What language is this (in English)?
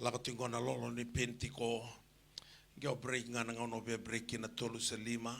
Fijian